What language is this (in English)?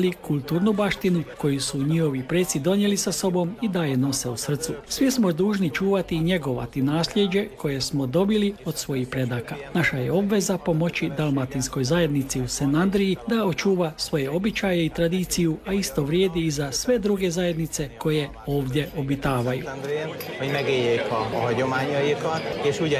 Croatian